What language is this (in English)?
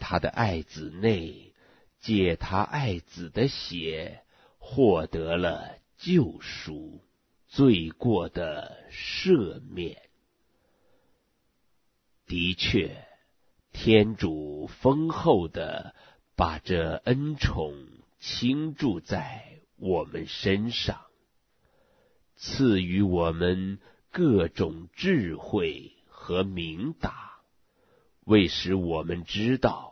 Chinese